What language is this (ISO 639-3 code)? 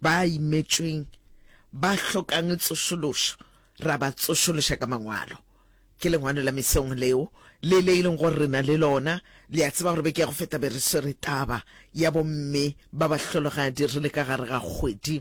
nso